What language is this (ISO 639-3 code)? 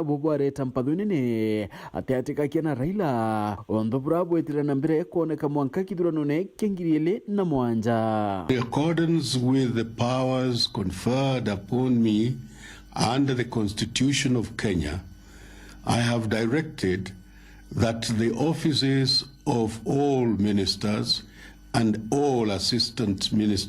mer